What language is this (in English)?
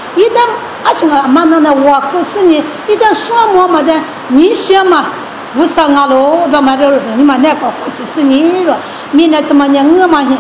Lisu